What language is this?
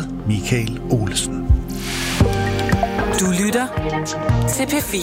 Danish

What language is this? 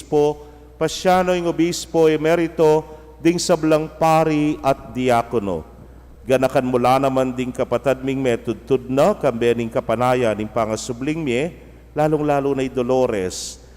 Pampanga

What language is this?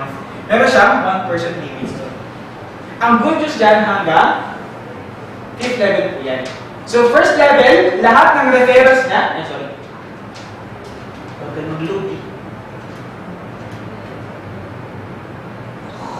Filipino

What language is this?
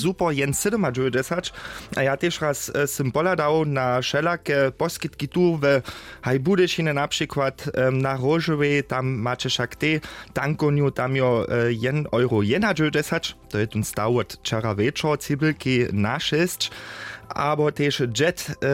Upper Sorbian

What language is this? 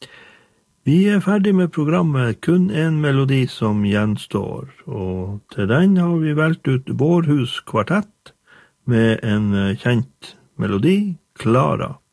Norwegian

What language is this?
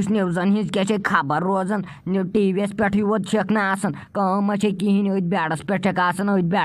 Kashmiri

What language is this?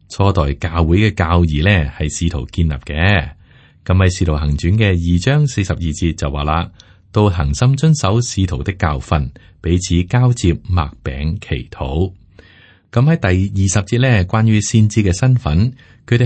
Cantonese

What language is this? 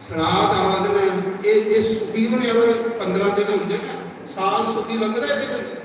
Dogri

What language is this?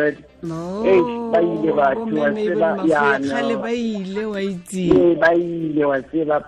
Tswana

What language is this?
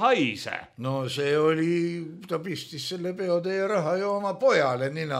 Estonian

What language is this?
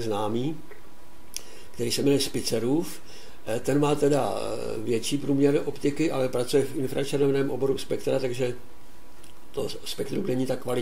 Czech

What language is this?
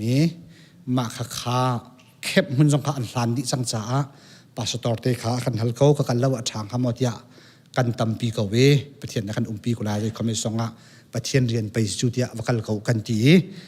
Hakha Chin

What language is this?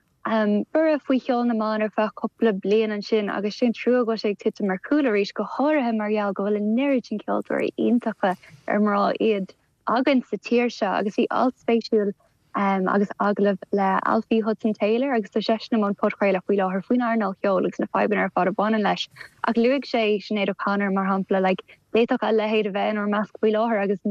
Irish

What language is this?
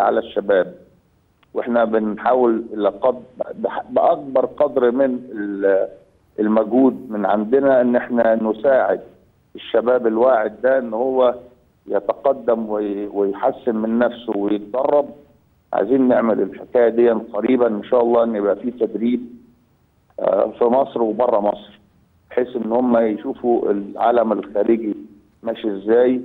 Egyptian Arabic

